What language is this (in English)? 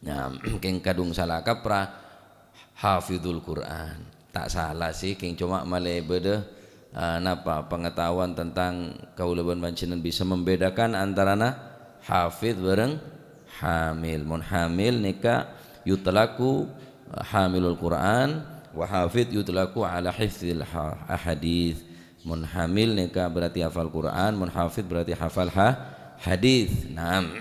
Madurese